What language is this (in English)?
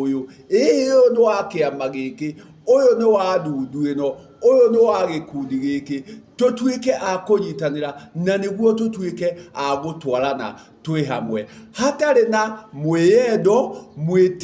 Kikuyu